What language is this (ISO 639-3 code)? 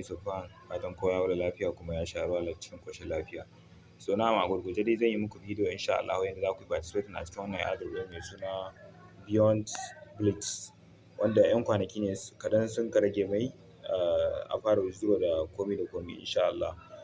hau